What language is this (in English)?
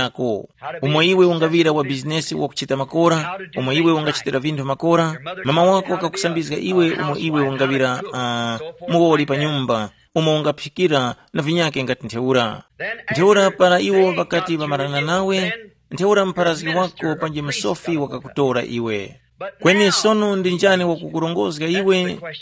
Tumbuka